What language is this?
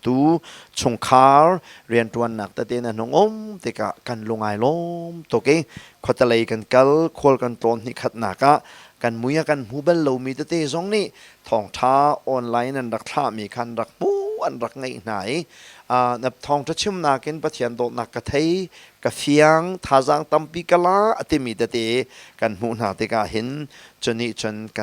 Hakha Chin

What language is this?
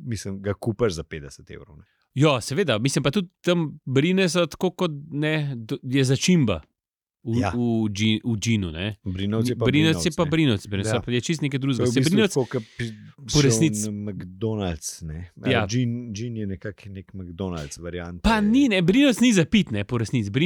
Slovenian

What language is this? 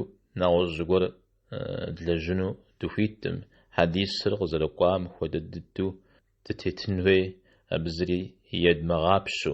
Kabardian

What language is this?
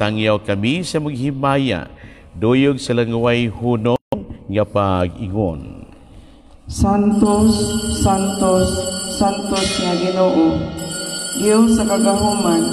Cebuano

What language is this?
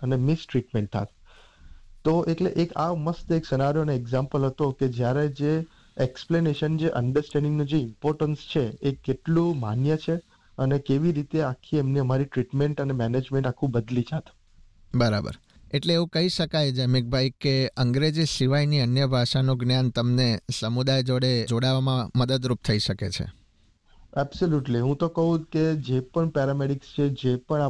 Gujarati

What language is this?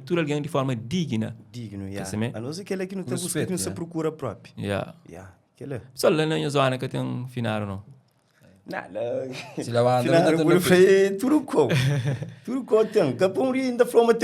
Kabuverdianu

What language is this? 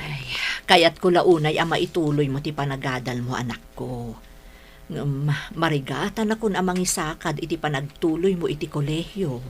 Iloko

